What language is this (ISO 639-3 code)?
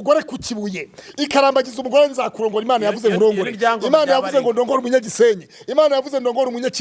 kin